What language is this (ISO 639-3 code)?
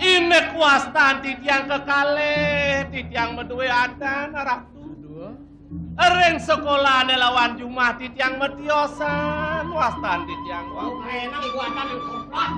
ban